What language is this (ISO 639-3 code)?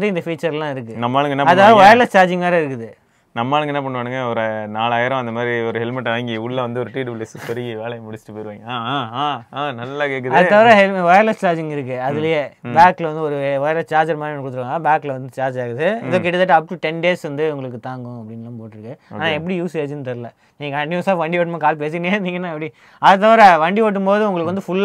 tam